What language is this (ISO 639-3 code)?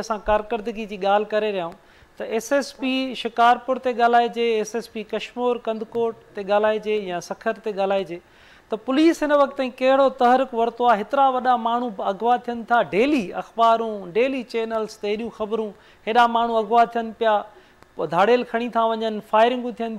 snd